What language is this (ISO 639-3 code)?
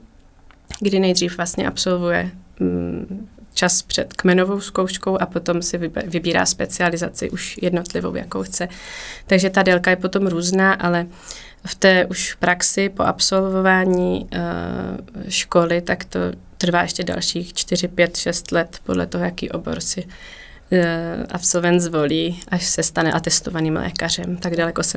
ces